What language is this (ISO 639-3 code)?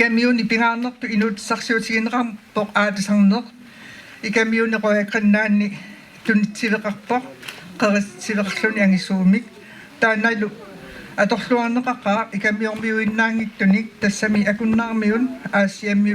kal